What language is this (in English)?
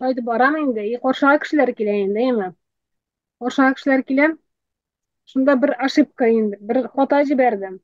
Tatar